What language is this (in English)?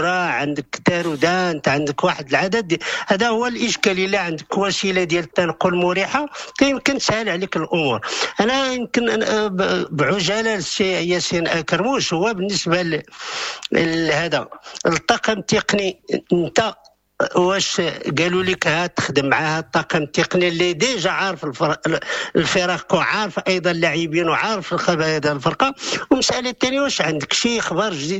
Moroccan Arabic